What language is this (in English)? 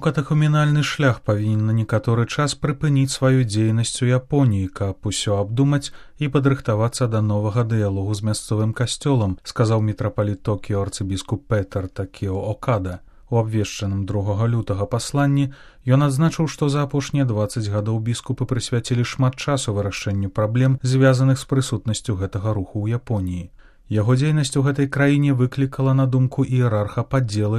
Belarusian